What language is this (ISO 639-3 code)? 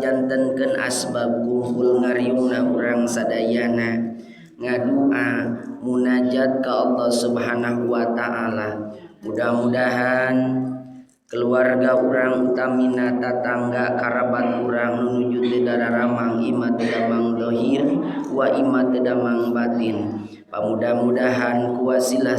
sun